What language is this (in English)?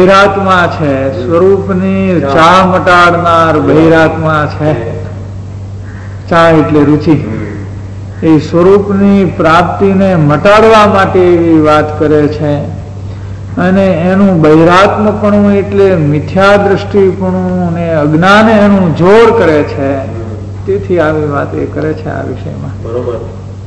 Gujarati